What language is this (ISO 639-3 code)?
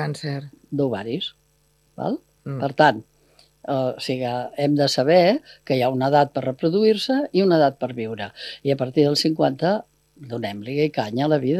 cat